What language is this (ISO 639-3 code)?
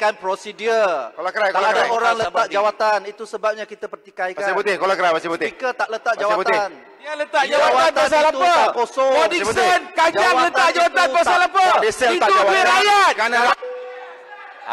msa